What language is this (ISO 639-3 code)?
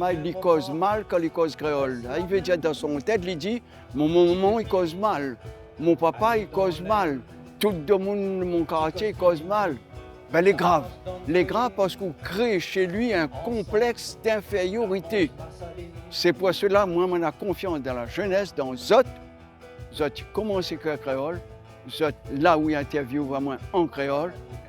rcf